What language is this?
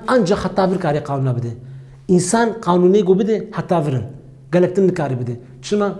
Kurdish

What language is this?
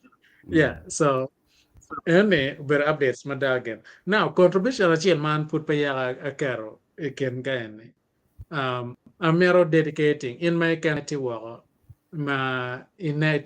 Acoli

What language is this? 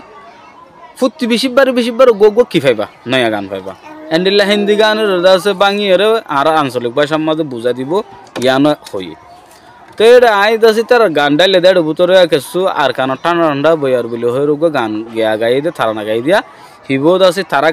Rohingya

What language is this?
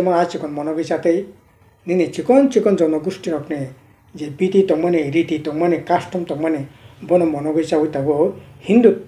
Kok Borok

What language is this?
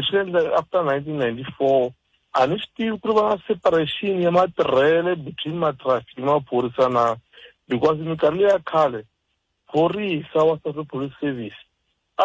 Tsonga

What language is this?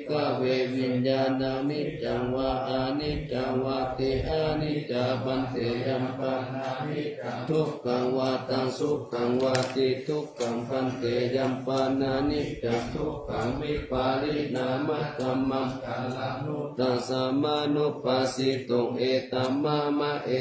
Pali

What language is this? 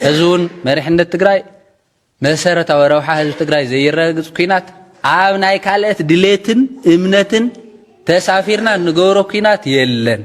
Tigrinya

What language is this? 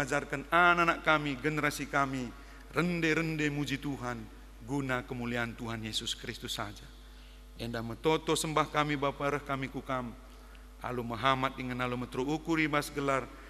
Batak Karo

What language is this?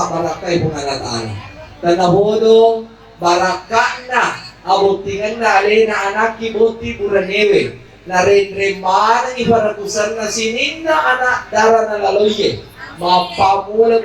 Buginese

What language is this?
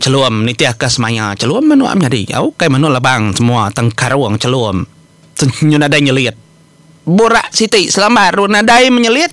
Iban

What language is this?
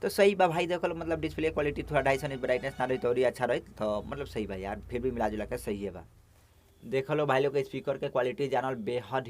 Bhojpuri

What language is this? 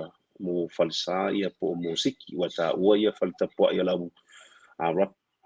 Samoan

